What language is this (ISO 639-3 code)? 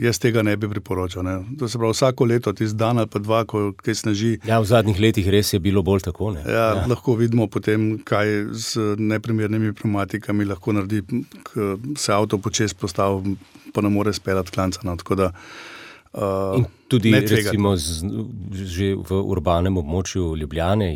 slv